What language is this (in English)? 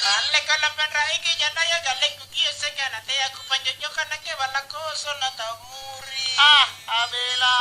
Makasar